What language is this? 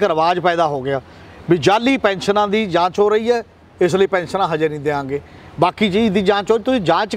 Punjabi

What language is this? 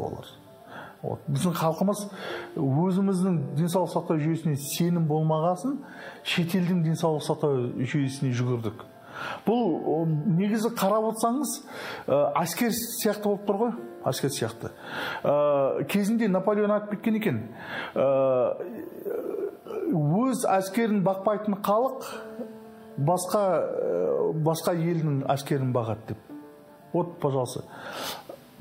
Kazakh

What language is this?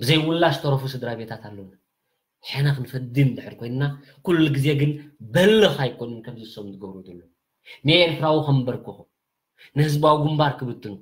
Tigrinya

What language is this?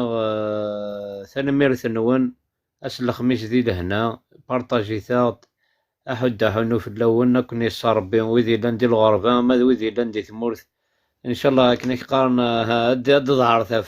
Kabyle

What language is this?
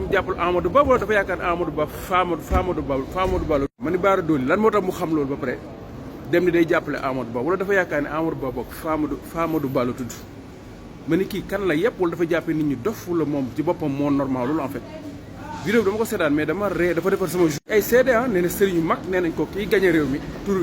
Wolof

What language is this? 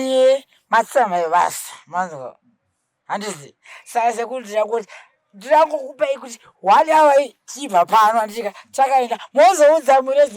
Shona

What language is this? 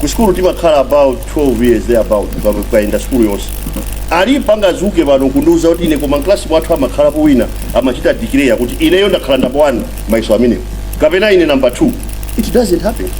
Nyanja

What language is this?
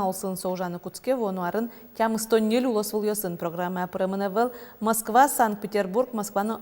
Udmurt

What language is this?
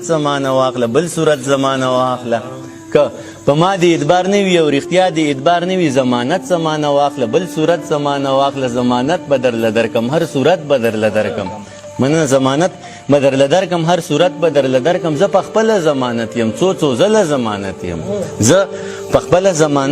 Pashto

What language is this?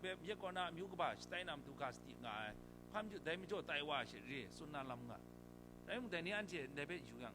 Kachin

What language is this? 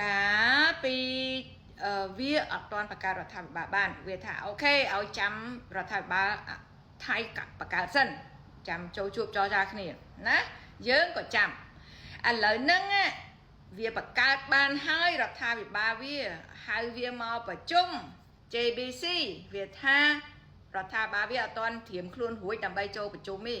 Khmer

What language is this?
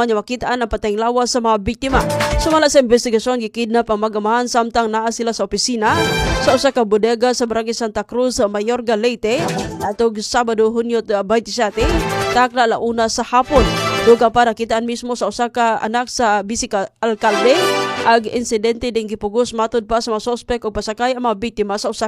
Cebuano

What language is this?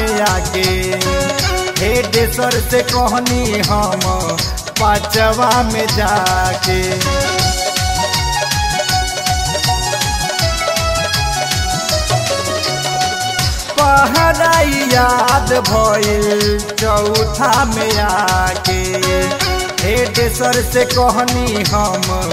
Bhojpuri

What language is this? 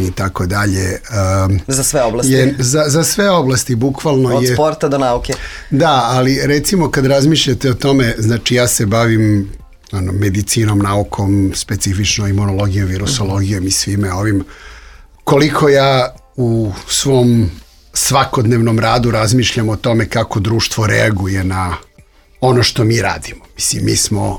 Serbian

